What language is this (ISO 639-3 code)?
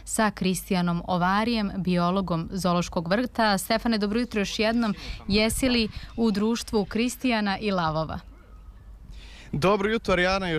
srp